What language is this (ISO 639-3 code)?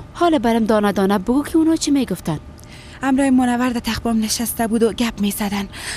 fas